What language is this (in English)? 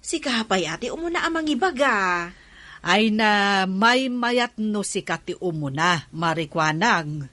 Iloko